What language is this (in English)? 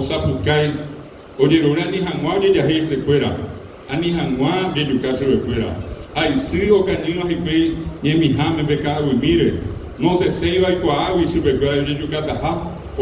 Guarani